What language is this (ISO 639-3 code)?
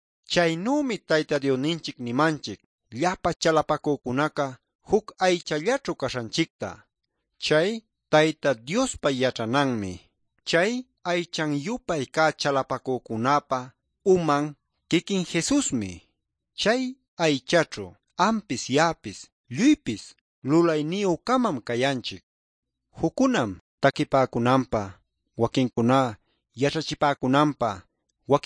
quy